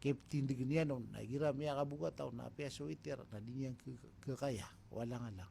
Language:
Maranao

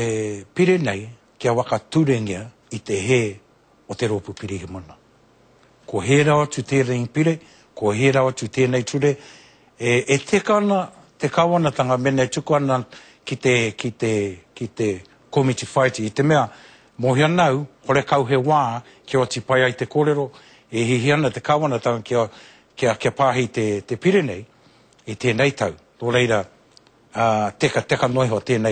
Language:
Māori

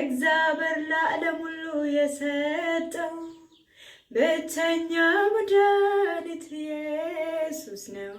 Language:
Amharic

